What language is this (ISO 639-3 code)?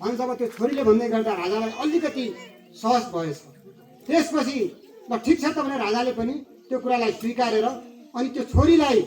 nep